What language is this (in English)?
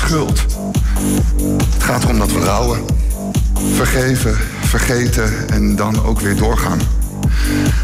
Dutch